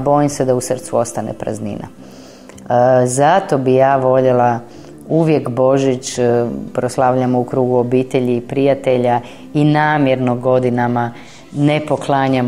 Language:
Croatian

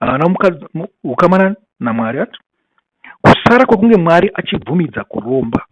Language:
Shona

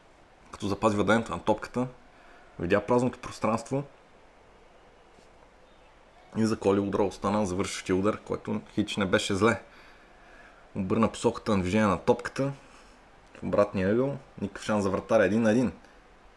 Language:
Bulgarian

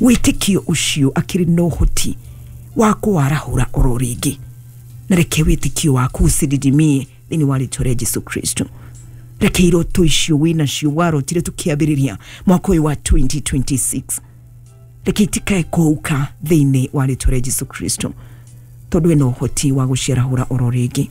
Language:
Kikuyu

